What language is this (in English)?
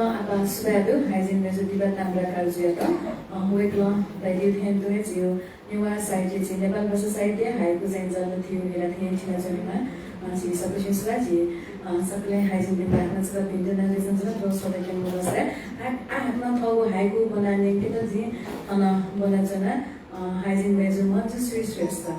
Newari